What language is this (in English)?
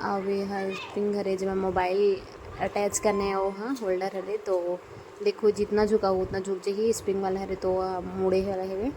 Chhattisgarhi